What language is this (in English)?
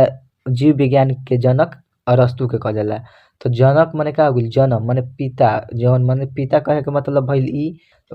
Bhojpuri